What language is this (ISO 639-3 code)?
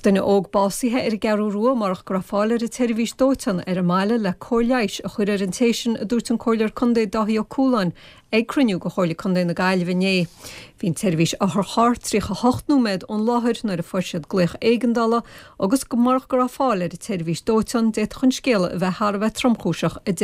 gle